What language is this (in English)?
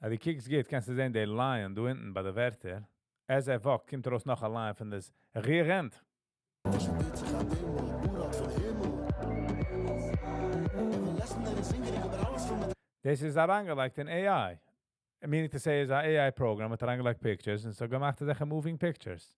Yiddish